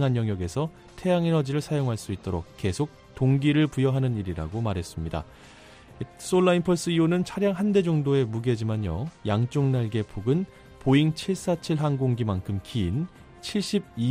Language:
Korean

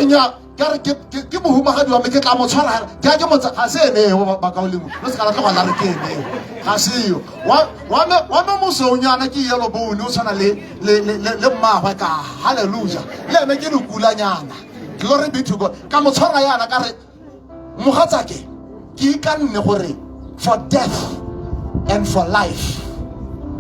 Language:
Tswana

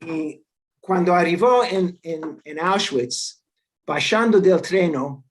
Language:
Ladino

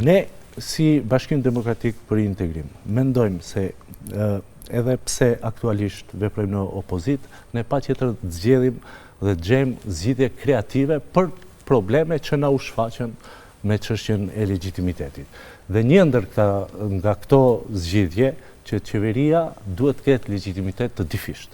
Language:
Albanian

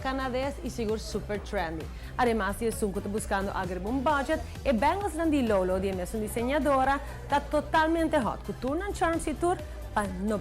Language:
Papiamento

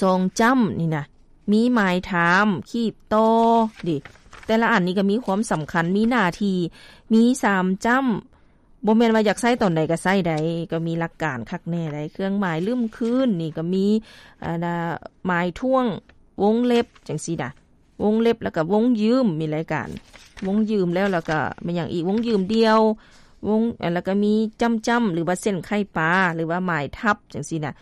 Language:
Lao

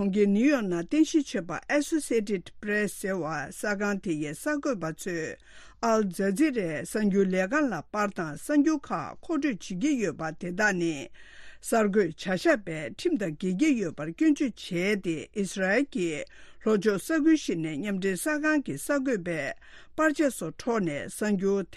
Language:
Tibetan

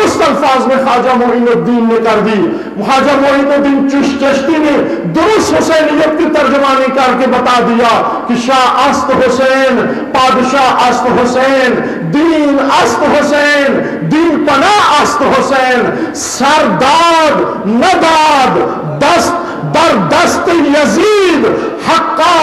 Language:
Urdu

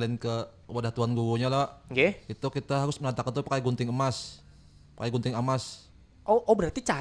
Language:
Banjar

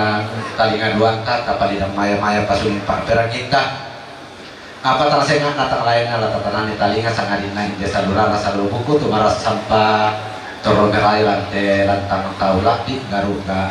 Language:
Toraja-Sa'dan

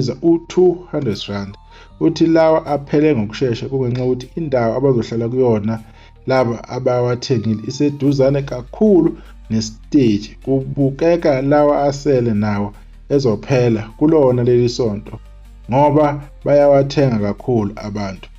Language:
Zulu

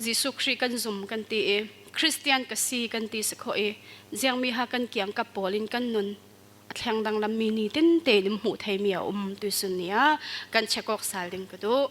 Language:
Falam Chin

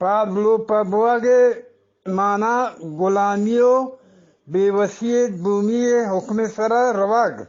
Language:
Eastern Balochi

